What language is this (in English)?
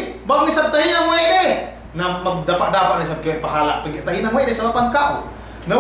Yakan